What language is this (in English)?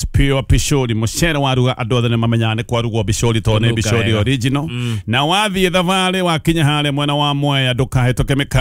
Kikuyu